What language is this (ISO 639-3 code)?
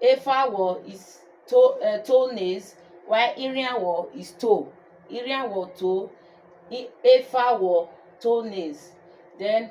urh